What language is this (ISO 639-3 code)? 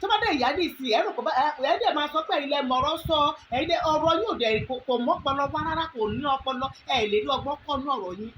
yor